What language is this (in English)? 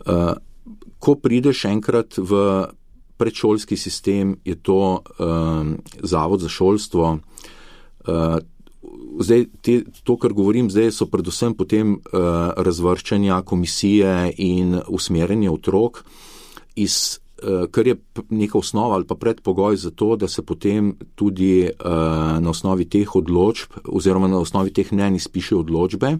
Slovenian